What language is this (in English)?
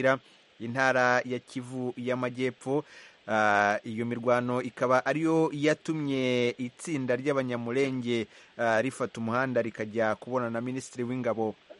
Kinyarwanda